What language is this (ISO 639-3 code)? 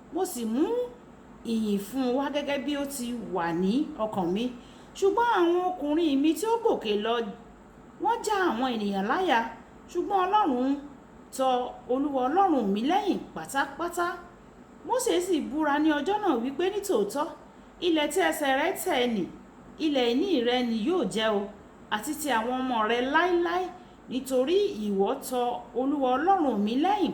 yor